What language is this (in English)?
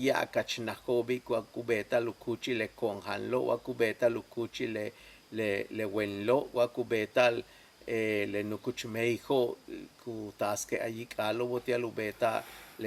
Yucateco